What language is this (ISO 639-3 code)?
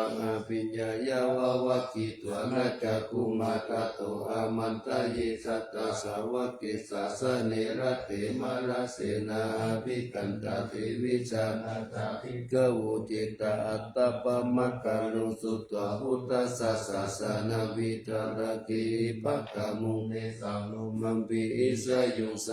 pli